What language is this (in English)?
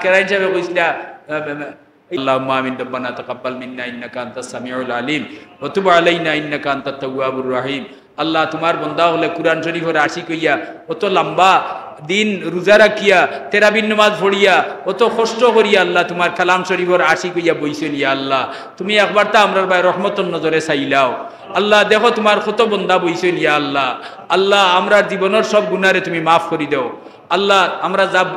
Sylheti